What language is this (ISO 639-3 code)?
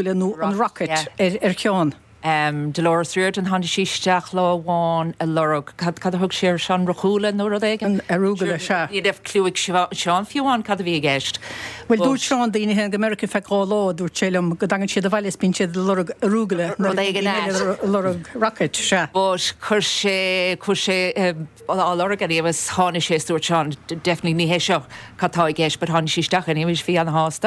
gle